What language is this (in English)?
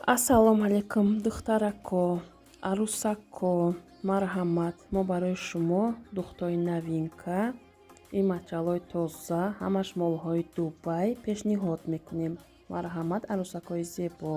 Tajik